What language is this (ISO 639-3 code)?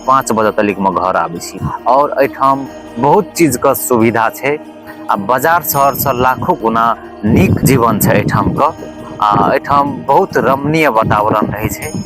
mai